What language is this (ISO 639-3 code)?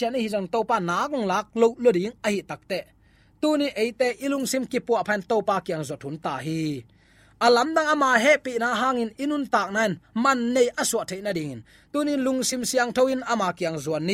ctd